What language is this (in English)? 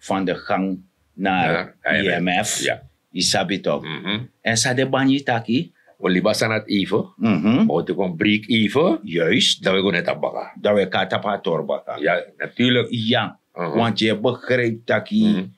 Sranan Tongo